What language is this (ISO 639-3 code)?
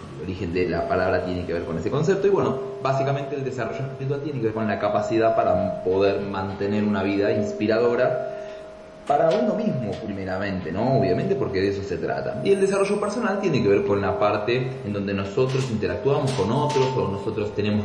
spa